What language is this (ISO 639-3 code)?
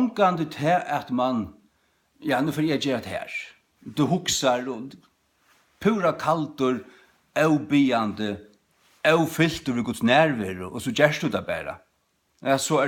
fao